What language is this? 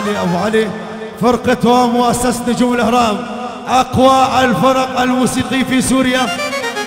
Arabic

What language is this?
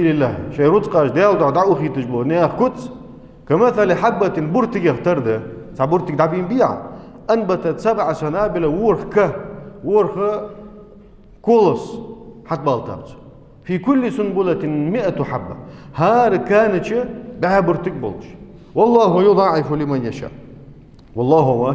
Ingush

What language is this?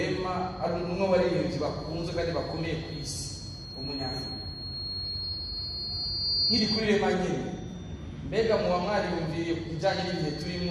Kinyarwanda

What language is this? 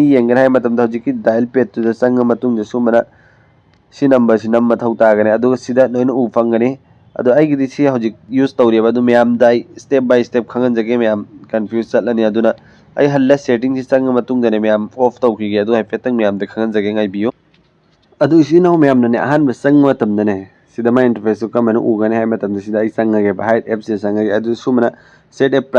Manipuri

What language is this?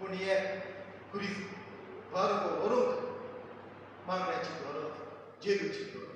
Konkani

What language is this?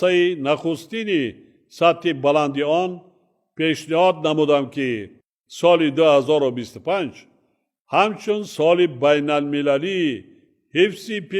Tajik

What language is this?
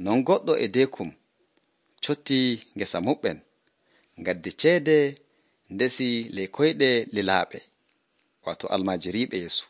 Nigerian Fulfulde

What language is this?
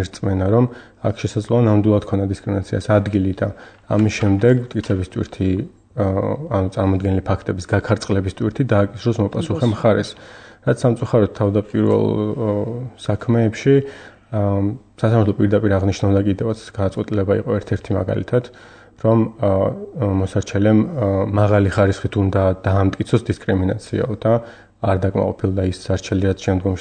Georgian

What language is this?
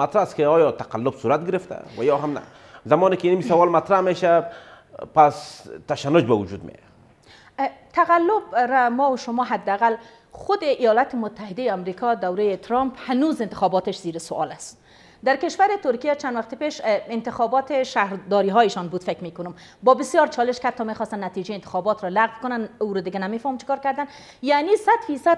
Persian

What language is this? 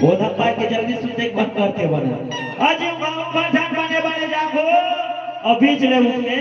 Chhattisgarhi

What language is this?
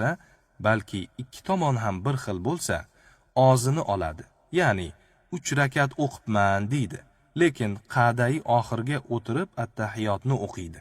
Uzbek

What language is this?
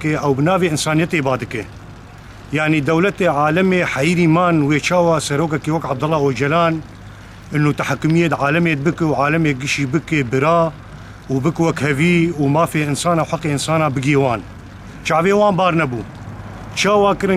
Kurdish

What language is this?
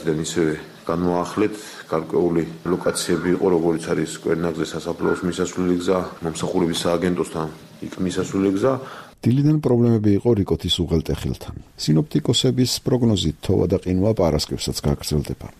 Georgian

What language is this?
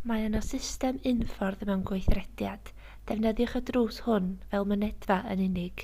Welsh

